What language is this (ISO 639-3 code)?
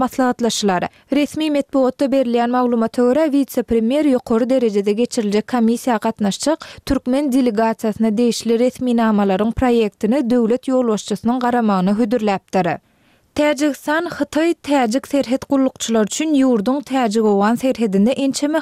tuk